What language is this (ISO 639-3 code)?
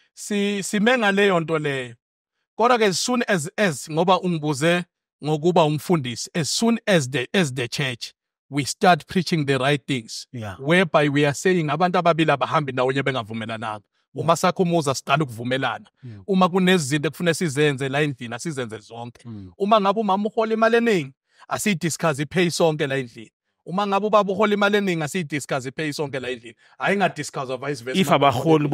zul